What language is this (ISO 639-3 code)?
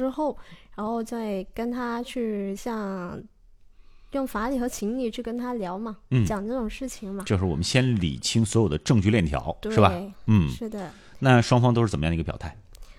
zho